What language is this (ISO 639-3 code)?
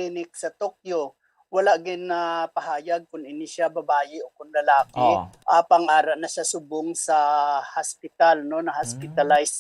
hil